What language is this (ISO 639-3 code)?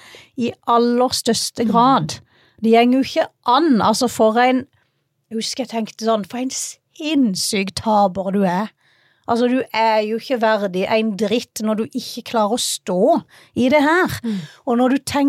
nor